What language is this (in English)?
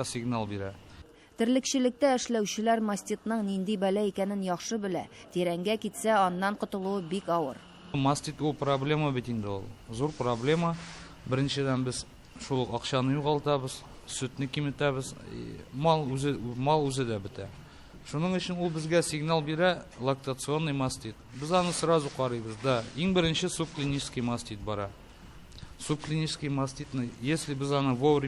Tatar